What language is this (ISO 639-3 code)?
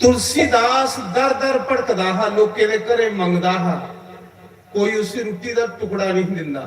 doi